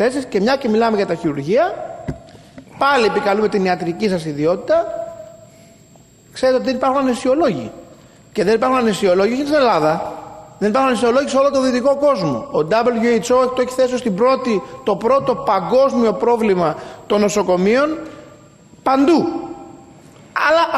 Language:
Greek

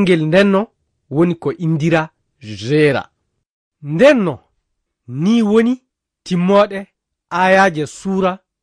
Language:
Fula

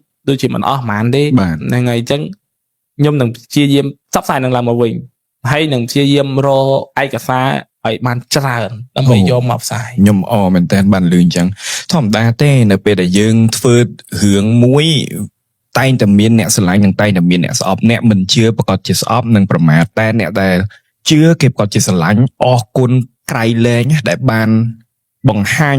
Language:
Khmer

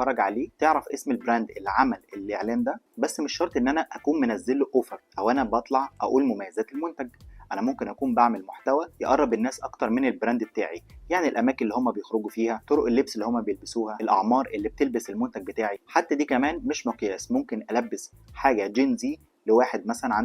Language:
Egyptian Arabic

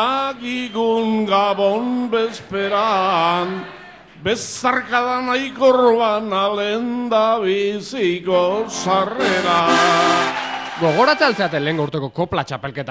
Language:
Basque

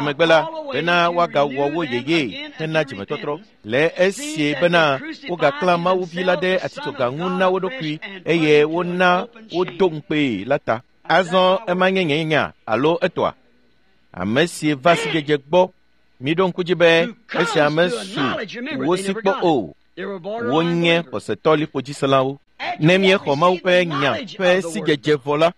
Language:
Ewe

